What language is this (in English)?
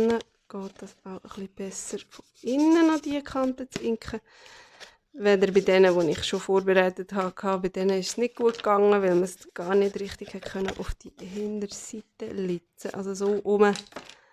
Swiss German